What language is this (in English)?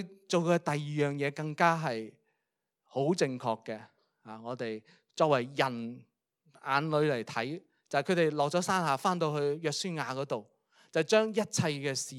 Cantonese